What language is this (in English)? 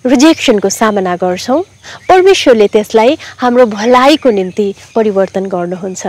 Nepali